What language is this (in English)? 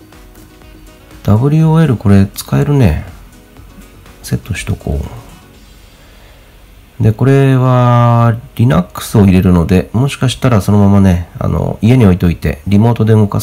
Japanese